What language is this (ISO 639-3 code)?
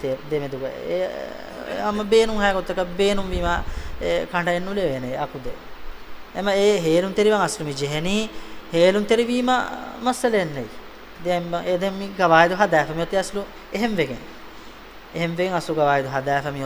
div